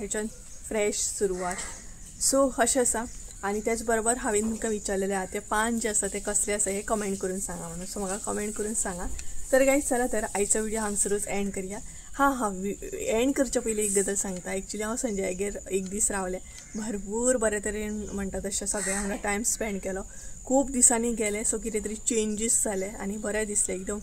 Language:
Konkani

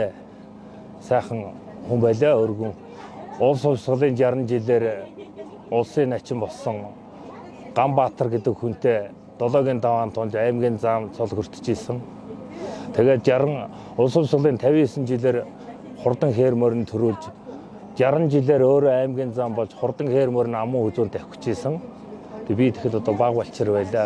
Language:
Mongolian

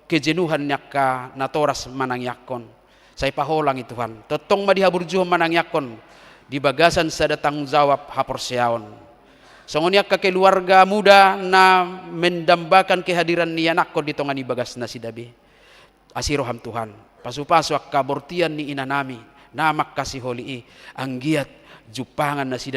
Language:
Batak Toba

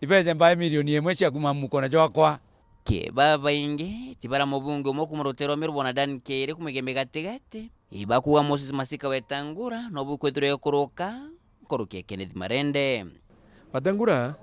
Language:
Meru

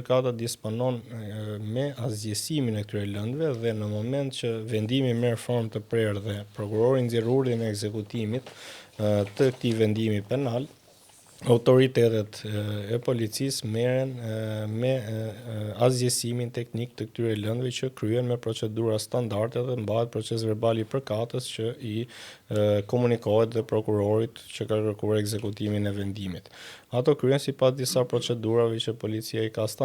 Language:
Albanian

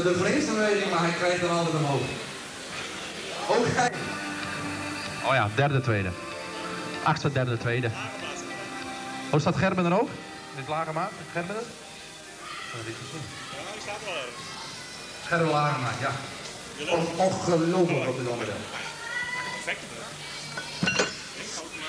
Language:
Dutch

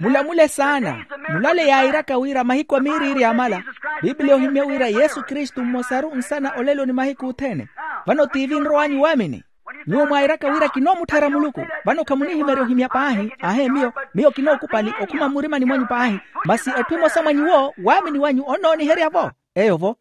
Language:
Makhuwa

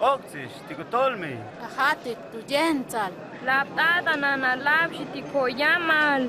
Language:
Huastec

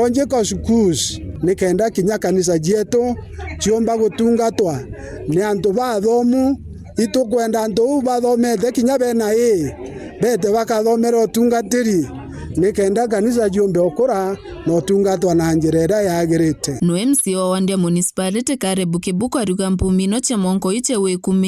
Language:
Meru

